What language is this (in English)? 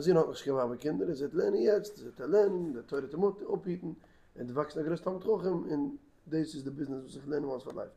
Yiddish